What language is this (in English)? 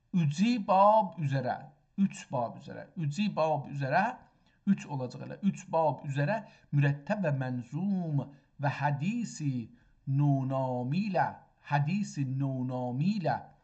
South Azerbaijani